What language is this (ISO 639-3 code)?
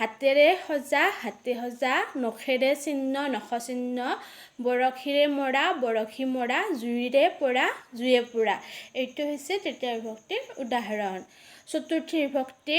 asm